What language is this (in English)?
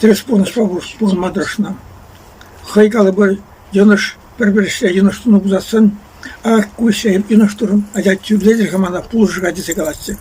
Chuvash